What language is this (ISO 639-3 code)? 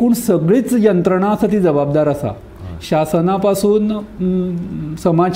kok